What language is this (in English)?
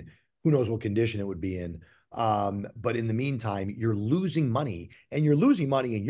English